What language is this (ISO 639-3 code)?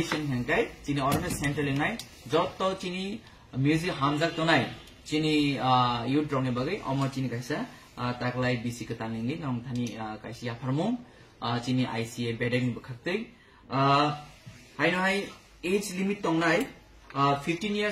trp